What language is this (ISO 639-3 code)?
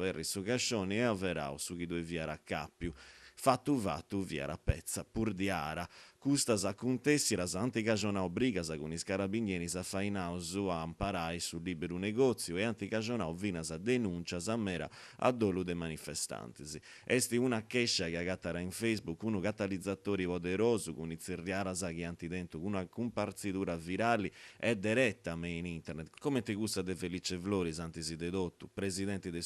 srd